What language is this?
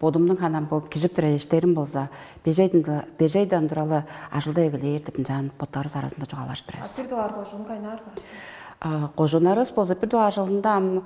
Tuvinian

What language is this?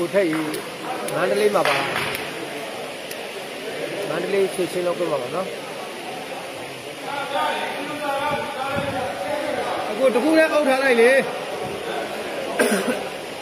Burmese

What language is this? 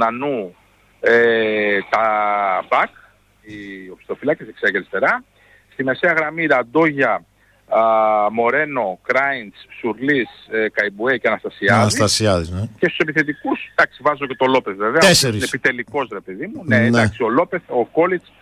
Greek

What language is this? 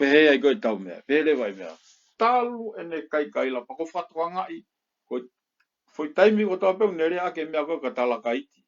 Tongan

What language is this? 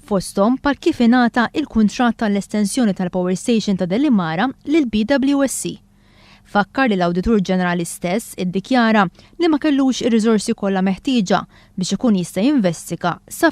Maltese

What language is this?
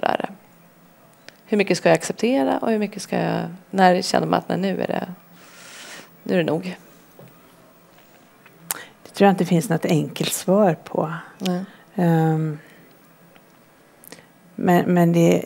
Swedish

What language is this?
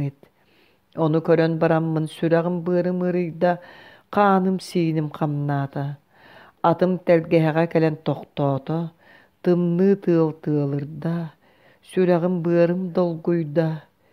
Yakut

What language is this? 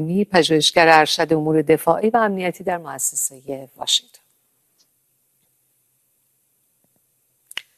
Persian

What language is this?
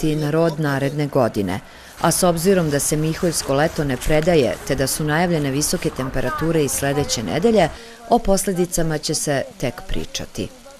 Serbian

